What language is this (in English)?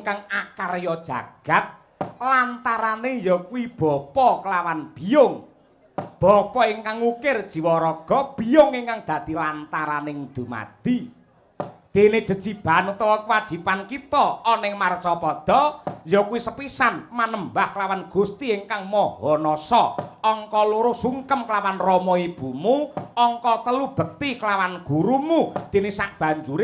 Javanese